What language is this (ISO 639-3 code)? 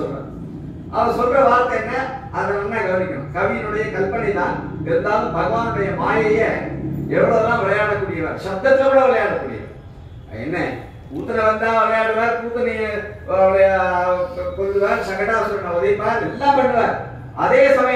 tam